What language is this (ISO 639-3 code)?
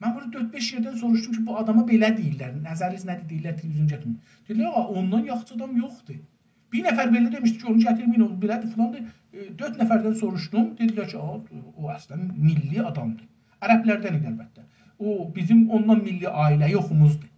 azb